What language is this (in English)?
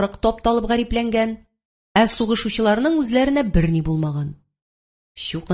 Tatar